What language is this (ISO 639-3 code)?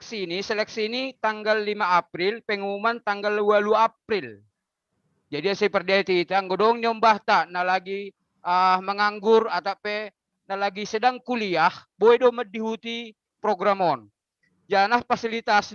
bts